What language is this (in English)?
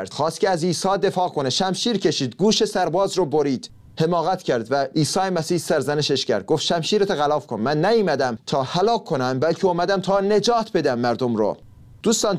Persian